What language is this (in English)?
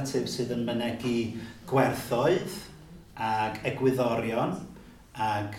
Welsh